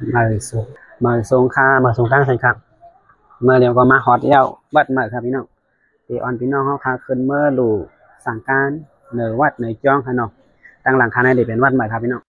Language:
Shan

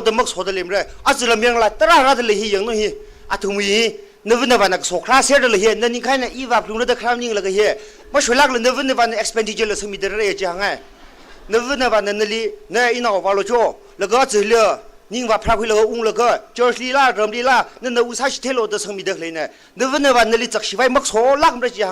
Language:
Tangkhul Naga (India)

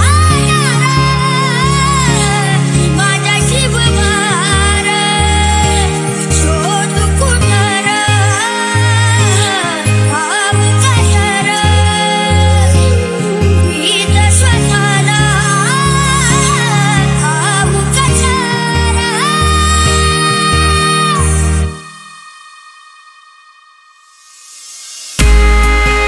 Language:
Marathi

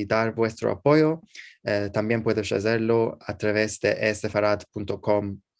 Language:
Ladino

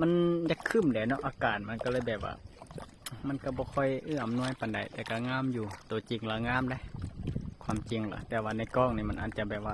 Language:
Lao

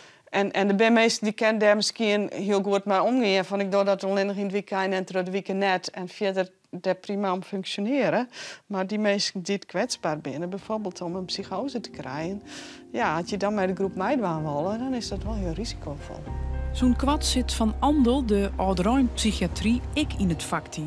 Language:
Western Frisian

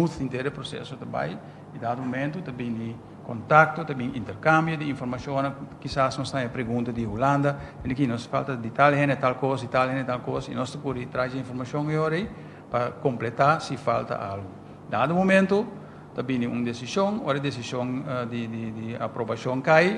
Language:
Papiamento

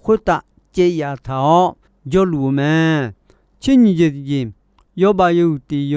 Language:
Akha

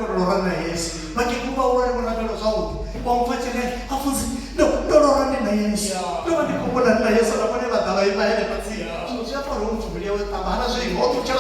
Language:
Venda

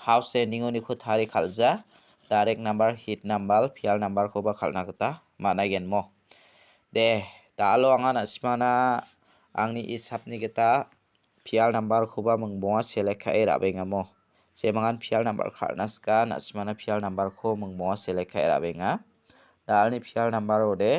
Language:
Garo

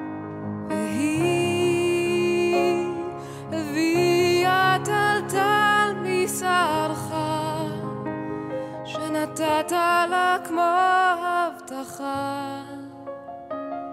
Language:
Hebrew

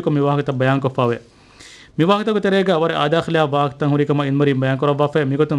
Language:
Divehi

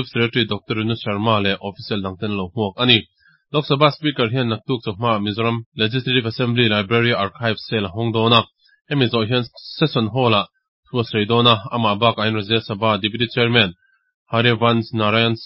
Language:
Mizo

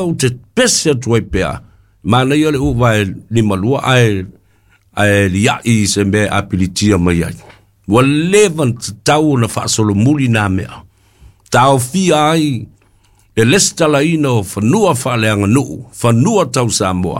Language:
Samoan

